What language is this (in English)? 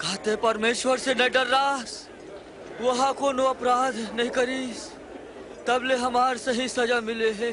Chhattisgarhi